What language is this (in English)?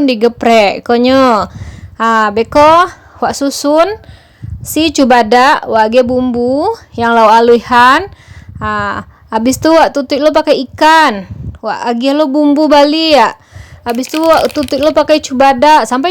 Minangkabau